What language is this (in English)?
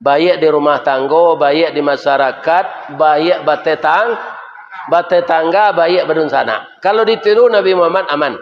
Minangkabau